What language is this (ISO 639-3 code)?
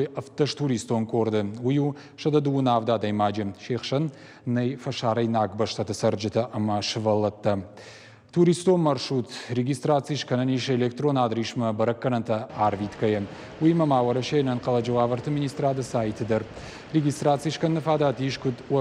oss